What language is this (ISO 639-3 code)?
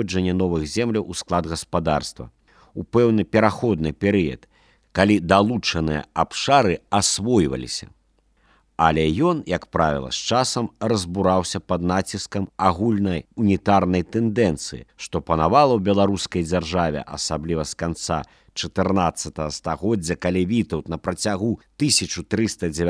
bel